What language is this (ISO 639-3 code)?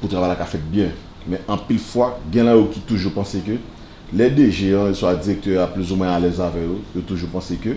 hat